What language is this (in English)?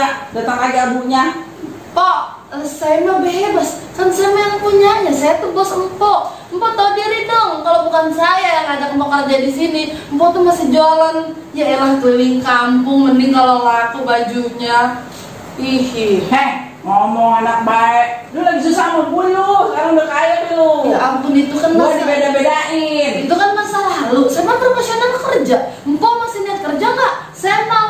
Betawi